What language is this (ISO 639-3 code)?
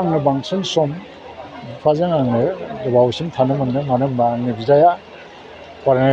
brx